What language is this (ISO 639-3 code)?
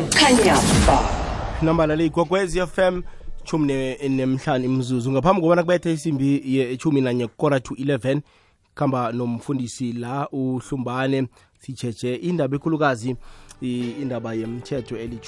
nbl